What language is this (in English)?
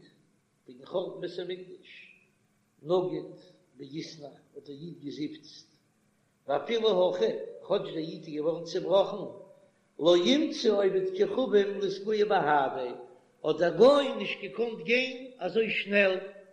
Yiddish